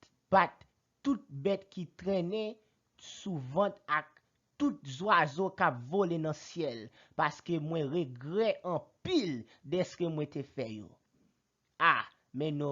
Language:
Haitian Creole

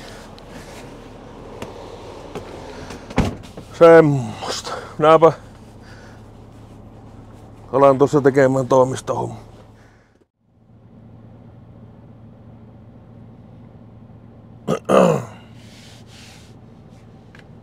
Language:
Finnish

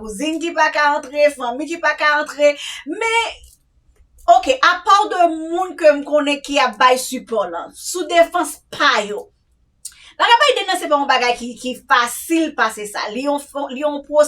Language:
Haitian Creole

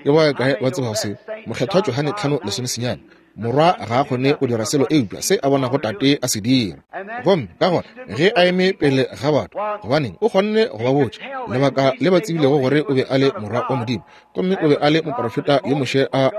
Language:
Northern Sotho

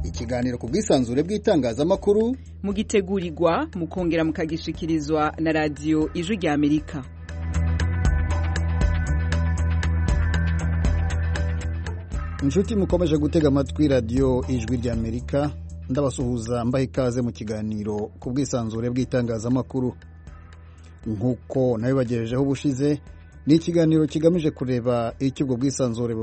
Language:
Kinyarwanda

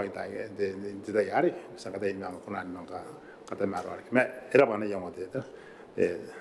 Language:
Gilbertese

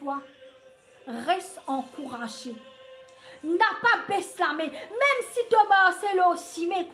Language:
Morisyen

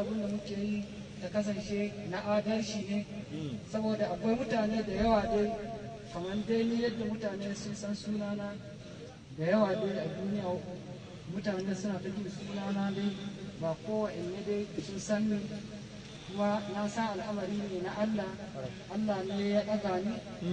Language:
Hausa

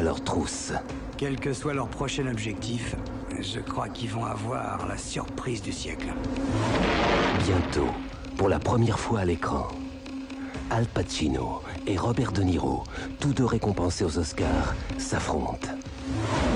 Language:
French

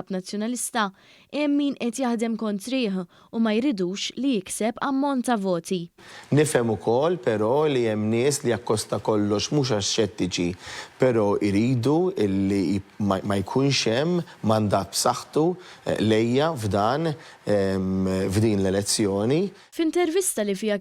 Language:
Maltese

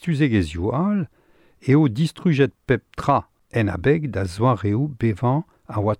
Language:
Breton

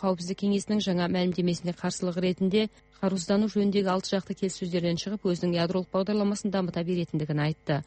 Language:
Kazakh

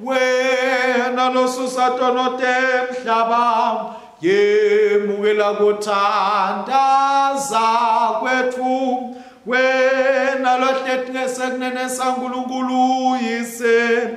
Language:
Swati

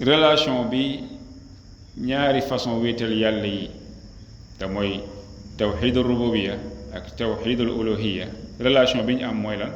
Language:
Wolof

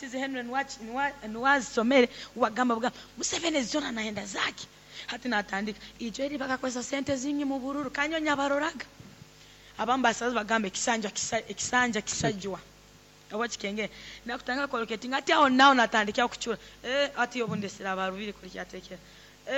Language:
Nyoro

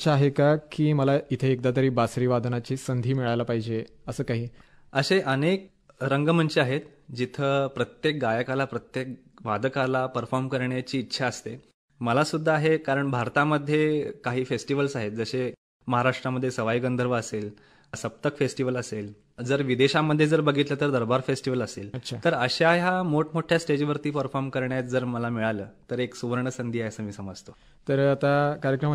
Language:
Marathi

